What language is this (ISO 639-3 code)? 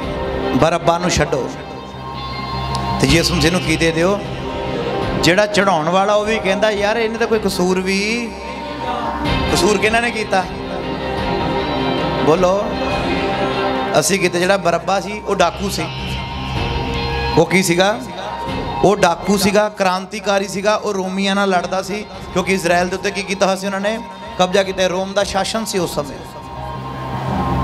pan